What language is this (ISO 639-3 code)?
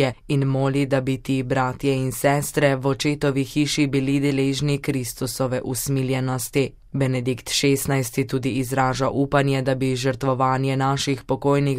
slv